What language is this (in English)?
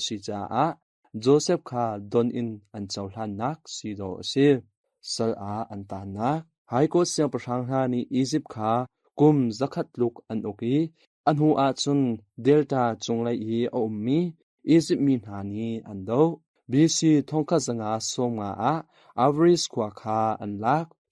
Hakha Chin